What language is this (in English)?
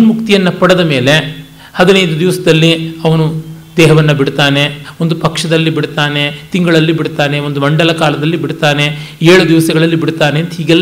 Kannada